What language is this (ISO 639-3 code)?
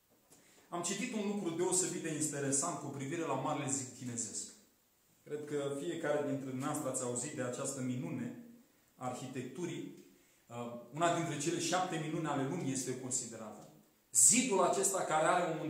ron